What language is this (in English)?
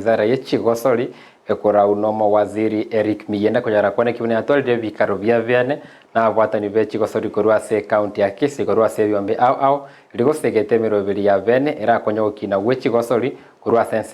Gusii